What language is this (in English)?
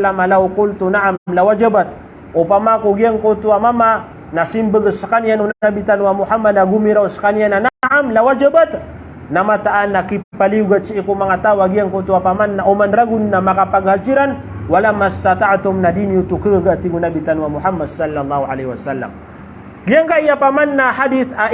Maranao